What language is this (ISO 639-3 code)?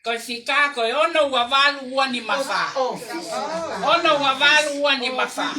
ton